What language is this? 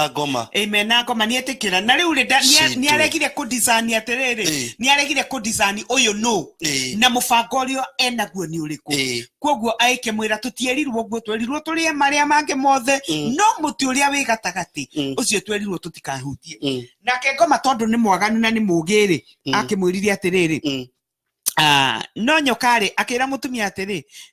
Kikuyu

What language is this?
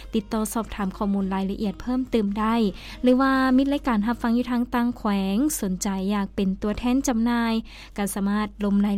Lao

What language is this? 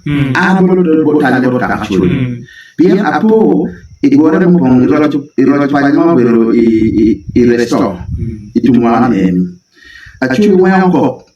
Acoli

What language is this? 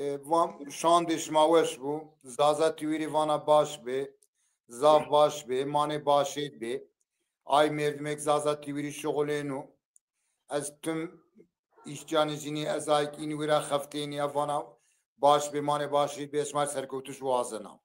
Zaza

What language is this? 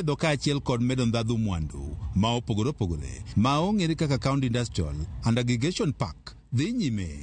Luo (Kenya and Tanzania)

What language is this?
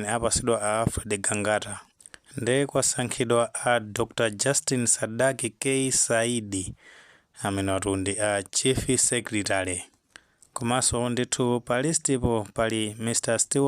Nyanja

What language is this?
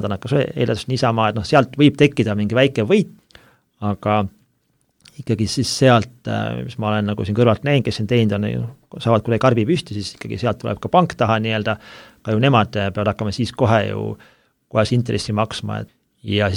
Estonian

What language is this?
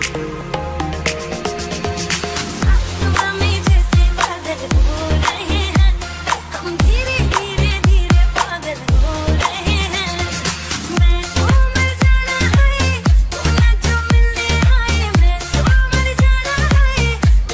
Hindi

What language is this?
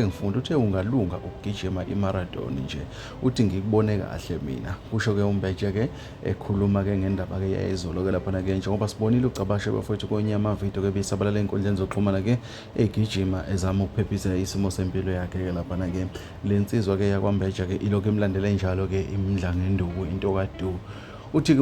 Zulu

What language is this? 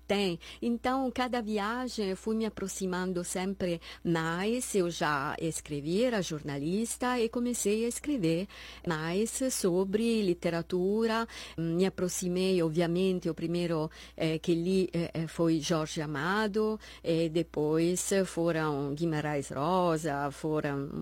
Portuguese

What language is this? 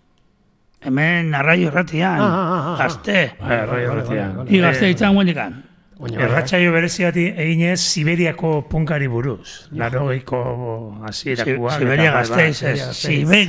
Basque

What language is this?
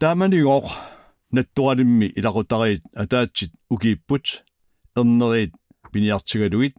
Kalaallisut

